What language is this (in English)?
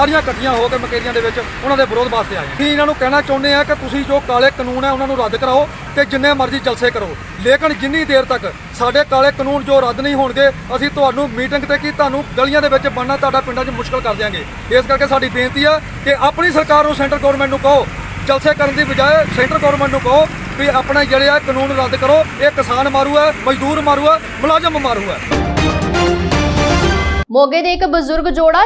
Punjabi